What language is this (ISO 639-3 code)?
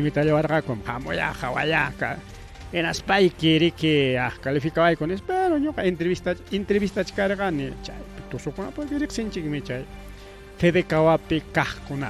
quy